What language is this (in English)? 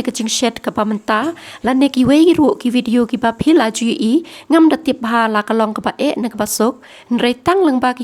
Khasi